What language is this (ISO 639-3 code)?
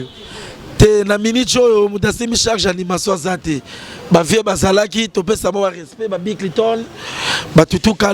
lin